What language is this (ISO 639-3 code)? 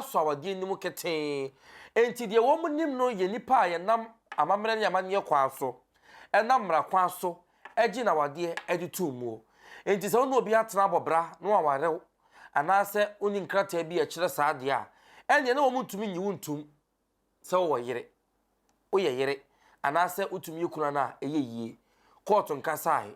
aka